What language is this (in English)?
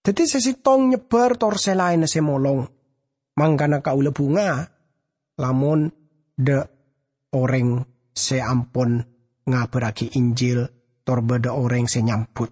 Madurese